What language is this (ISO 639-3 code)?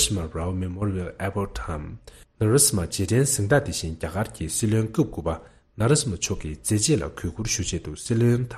bod